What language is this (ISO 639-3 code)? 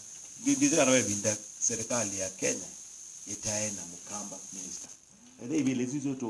kam